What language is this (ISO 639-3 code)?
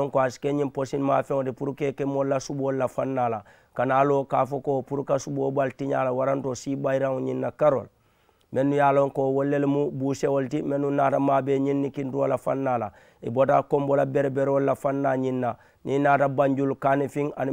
man